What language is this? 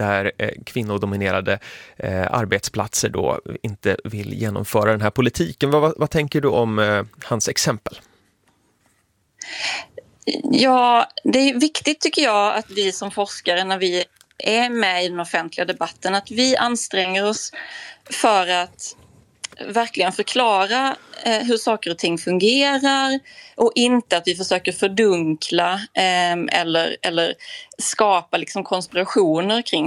Swedish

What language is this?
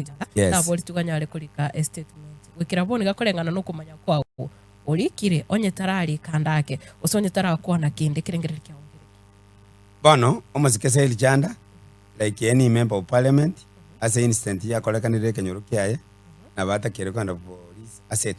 Gusii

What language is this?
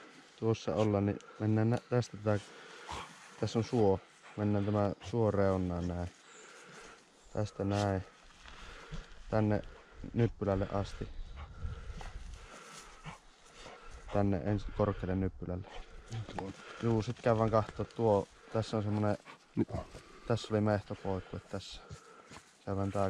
Finnish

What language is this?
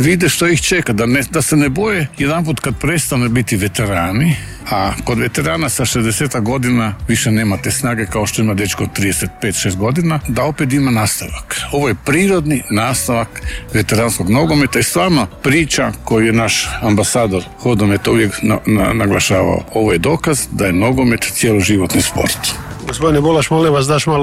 Croatian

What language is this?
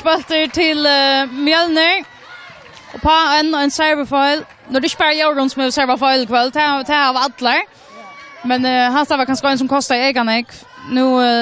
Faroese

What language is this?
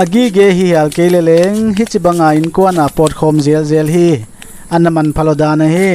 Paite Chin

